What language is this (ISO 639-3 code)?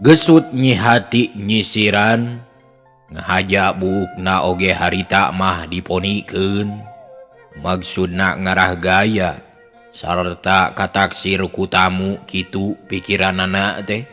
sun